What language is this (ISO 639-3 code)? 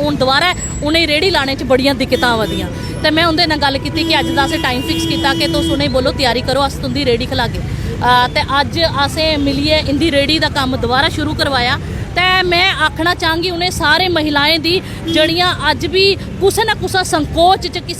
doi